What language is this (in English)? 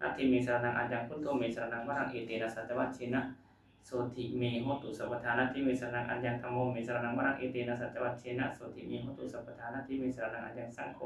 Pali